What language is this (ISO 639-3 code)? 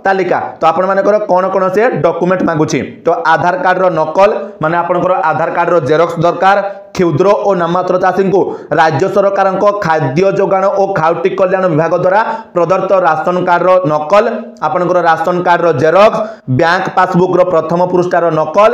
ori